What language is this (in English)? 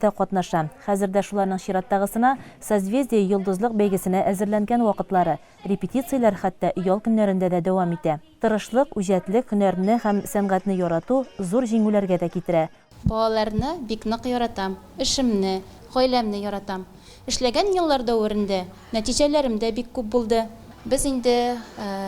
Tatar